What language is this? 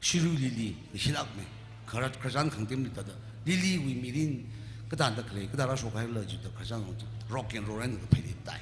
Tangkhul Naga (India)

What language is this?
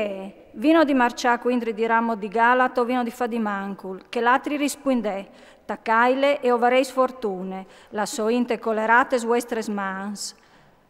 Friulian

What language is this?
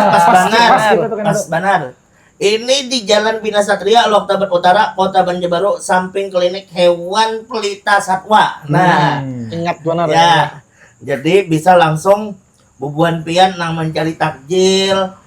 Banjar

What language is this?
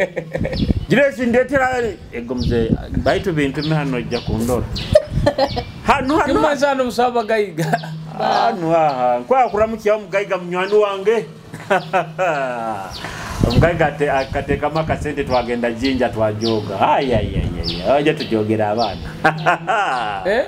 Nyoro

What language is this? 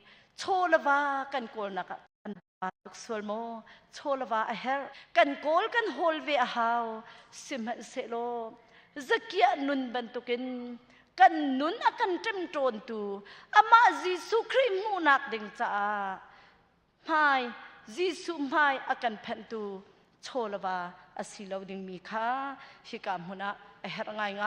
Hakha Chin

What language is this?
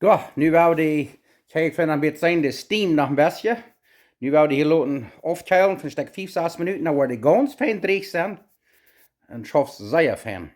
Plautdietsch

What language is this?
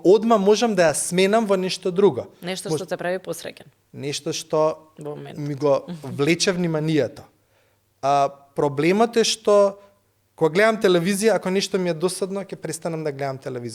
Macedonian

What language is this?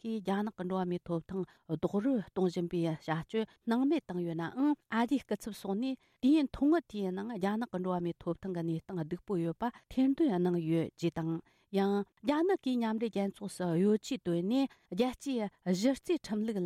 Tibetan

